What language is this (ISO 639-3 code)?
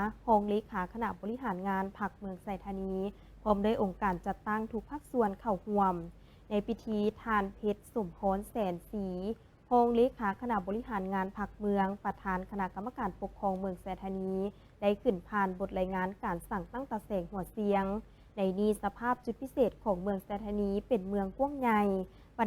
lao